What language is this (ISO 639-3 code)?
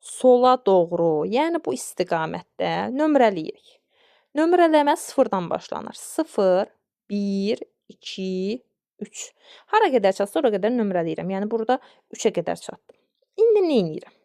aze